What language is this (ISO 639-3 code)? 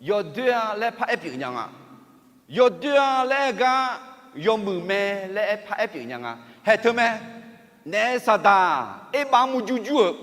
ahk